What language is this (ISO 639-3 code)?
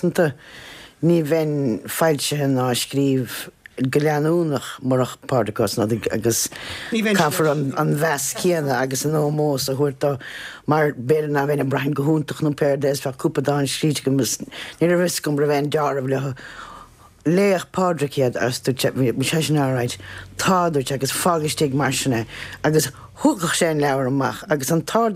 gle